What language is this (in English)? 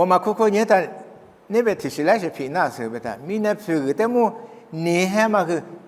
Lisu